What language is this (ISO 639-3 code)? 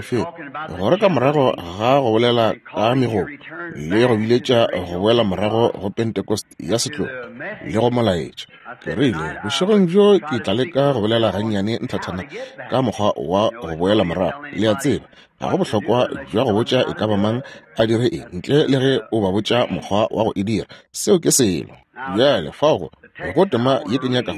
nso